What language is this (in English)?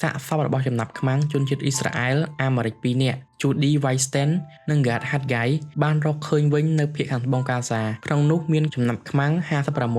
Khmer